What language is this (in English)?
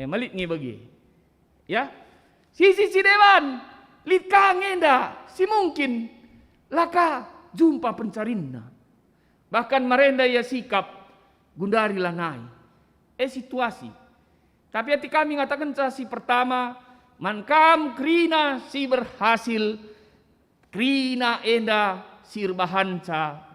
Batak Karo